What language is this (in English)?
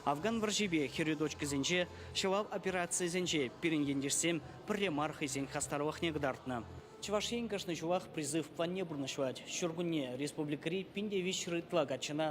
Chuvash